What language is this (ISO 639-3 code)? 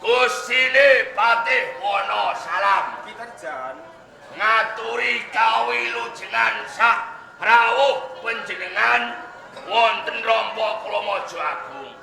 jav